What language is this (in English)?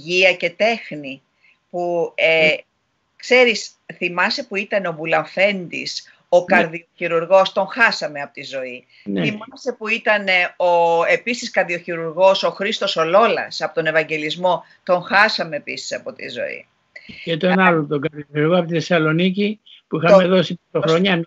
Greek